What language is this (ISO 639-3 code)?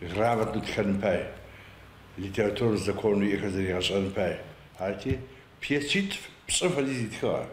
ady